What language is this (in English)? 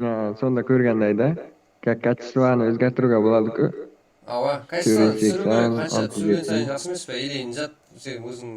Kara-Kalpak